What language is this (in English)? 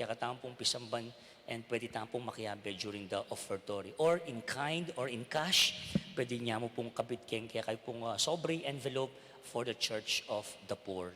Pampanga